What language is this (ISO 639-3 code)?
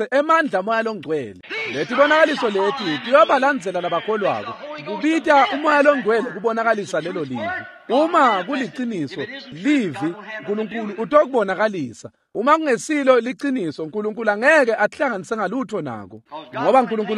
ssw